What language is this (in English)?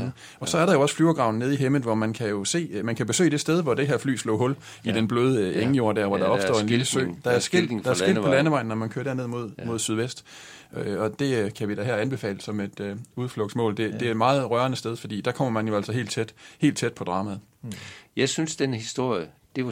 Danish